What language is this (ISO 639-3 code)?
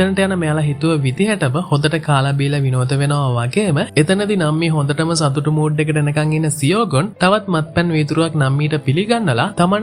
sin